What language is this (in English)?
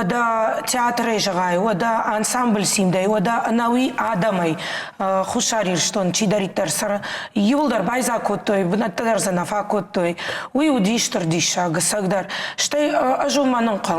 Ossetic